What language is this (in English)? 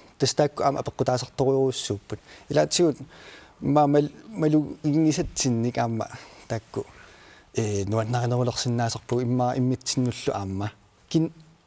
Kalaallisut